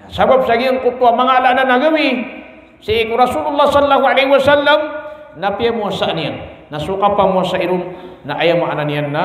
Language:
Maranao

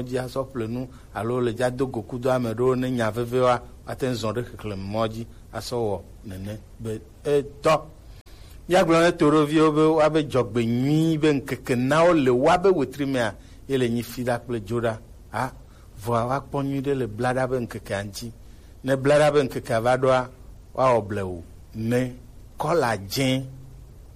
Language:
Gen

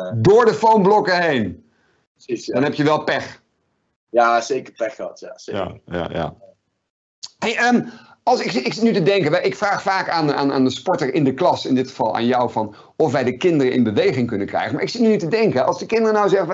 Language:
Dutch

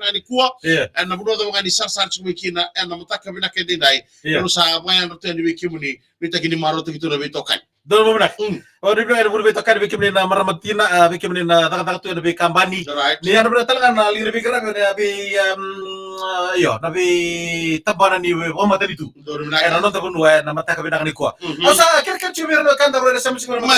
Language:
Fijian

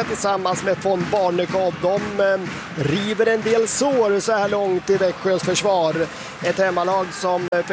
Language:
Swedish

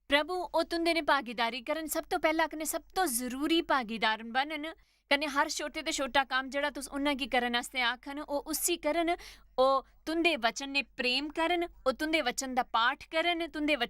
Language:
Dogri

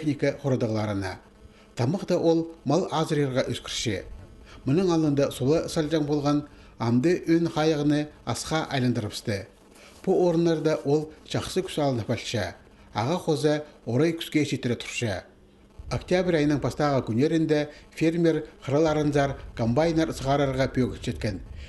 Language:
Khakas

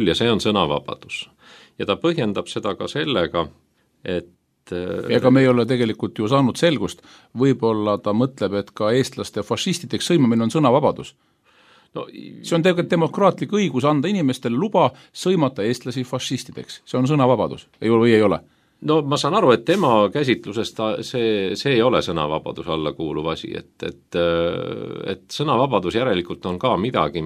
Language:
Estonian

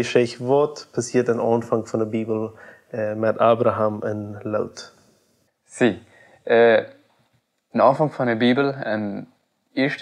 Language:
Plautdietsch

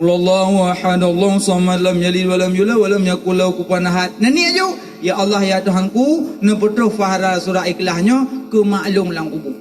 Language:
Achinese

